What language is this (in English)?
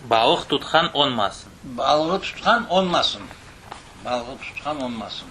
Crimean Tatar